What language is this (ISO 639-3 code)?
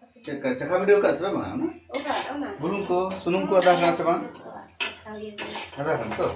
sat